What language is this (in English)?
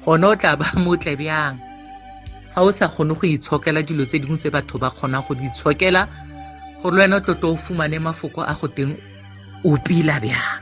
Tswana